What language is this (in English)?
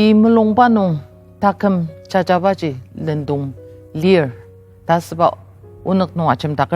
Ao Naga